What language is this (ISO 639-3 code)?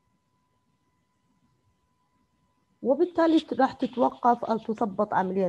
acm